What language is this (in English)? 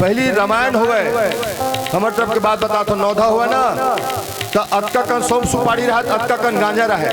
Chhattisgarhi